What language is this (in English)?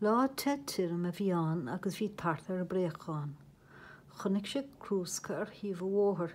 Irish